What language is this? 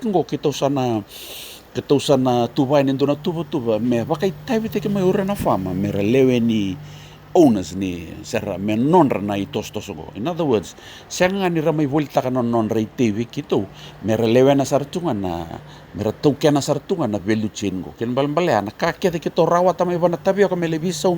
Fijian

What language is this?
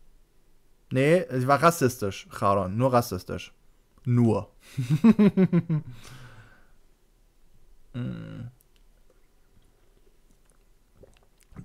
German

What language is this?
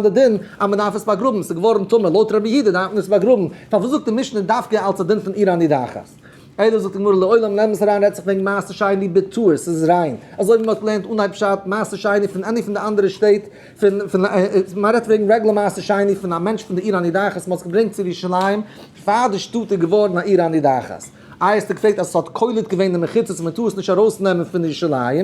Yiddish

